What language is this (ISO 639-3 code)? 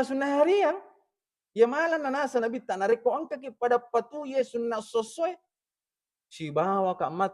bug